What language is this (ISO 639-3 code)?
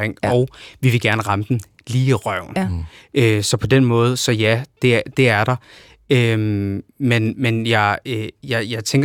dan